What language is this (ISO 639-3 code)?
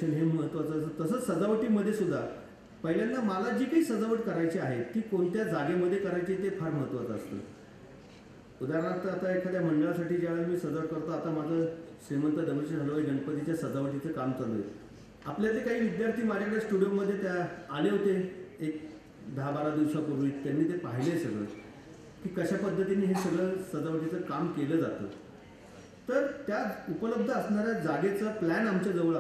mar